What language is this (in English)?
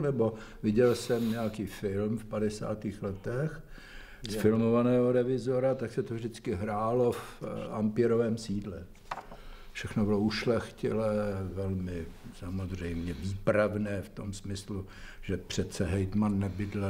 Czech